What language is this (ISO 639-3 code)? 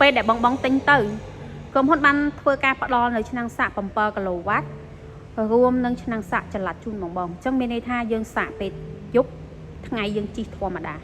khm